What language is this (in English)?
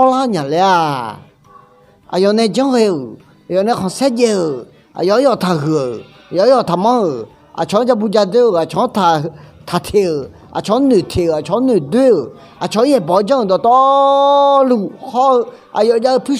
Akha